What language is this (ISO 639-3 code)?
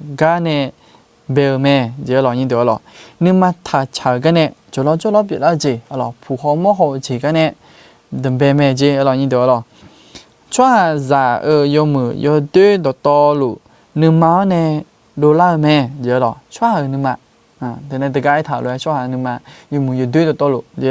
ahk